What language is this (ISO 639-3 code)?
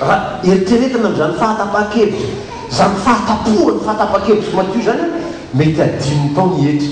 mlg